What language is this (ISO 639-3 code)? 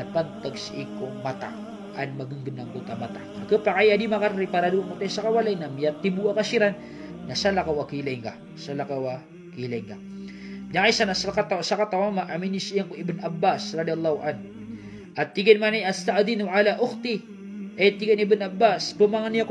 mrw